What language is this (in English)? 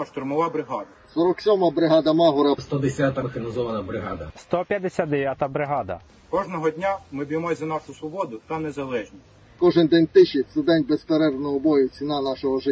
Ukrainian